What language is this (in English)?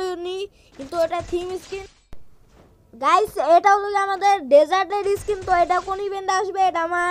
Bangla